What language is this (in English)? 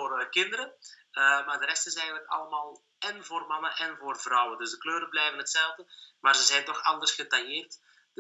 Dutch